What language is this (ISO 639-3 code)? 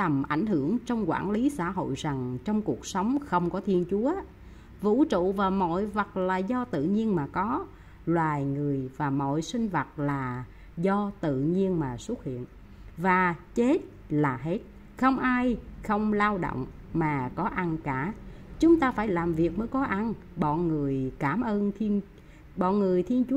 vie